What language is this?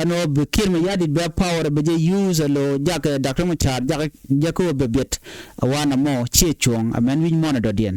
Nuer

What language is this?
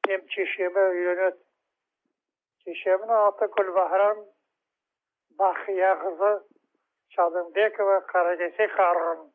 Kazakh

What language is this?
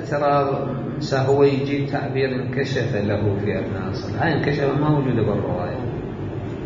Mesopotamian Arabic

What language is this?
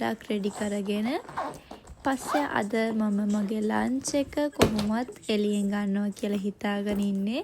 Sinhala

